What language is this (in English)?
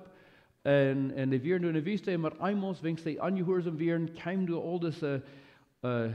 Plautdietsch